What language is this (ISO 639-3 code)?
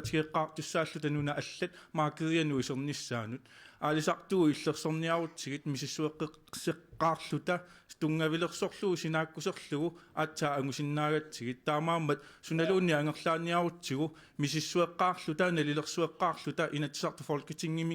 kal